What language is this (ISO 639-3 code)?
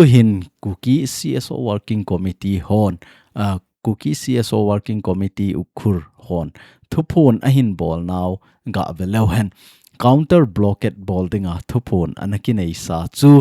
tcz